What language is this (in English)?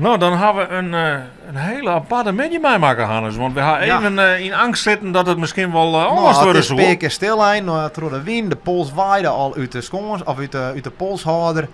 Western Frisian